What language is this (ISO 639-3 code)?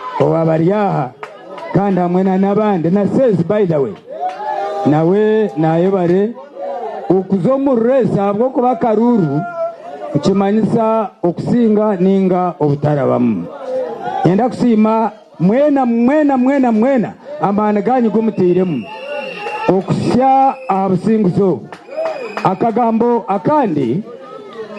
nyn